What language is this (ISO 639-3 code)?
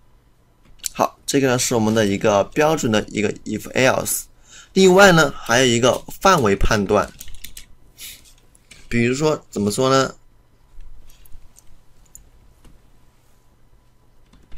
zho